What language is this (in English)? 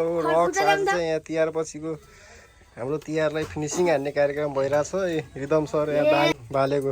Nepali